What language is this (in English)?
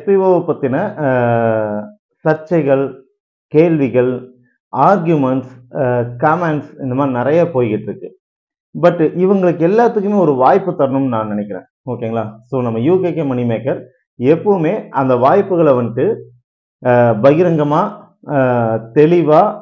Tamil